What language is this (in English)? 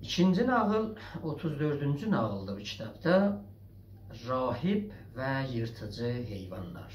South Azerbaijani